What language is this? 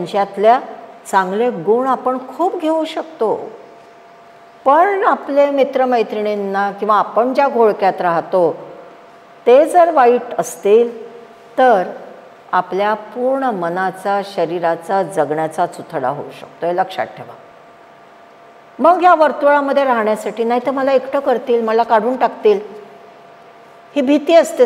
Marathi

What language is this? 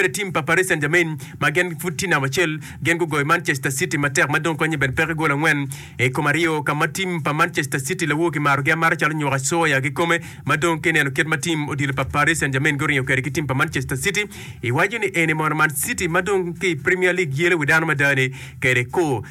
Acoli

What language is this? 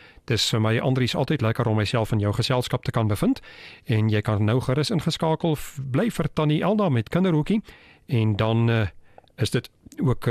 Afrikaans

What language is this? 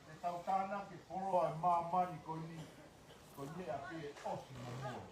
Tongan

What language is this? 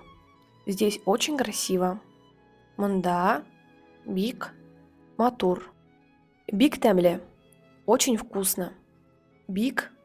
Tatar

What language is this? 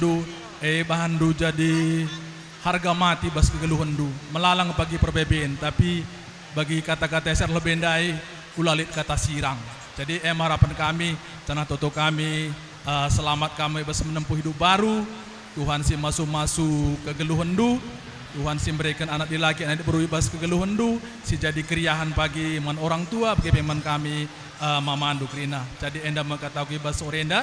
Batak Karo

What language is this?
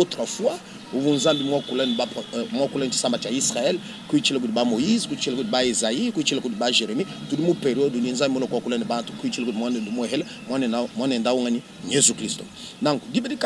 Luba-Lulua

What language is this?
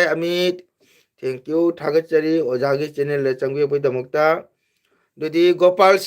Manipuri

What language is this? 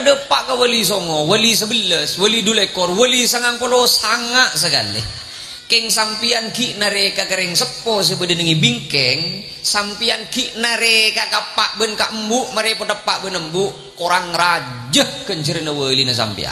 Madurese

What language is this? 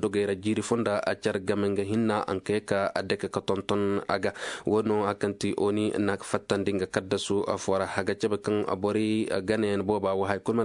Zarma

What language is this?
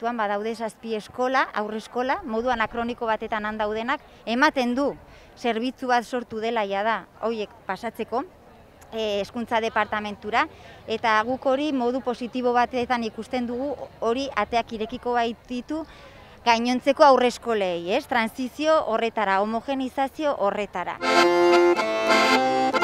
Basque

